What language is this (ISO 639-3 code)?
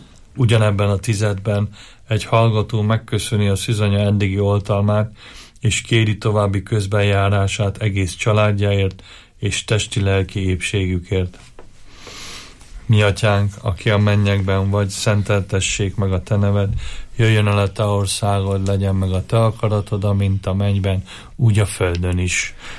hun